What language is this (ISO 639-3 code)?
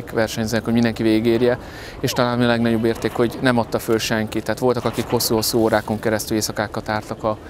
hun